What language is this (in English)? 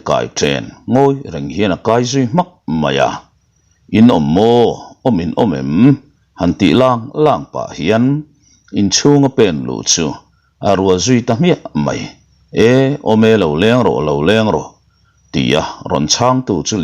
Mizo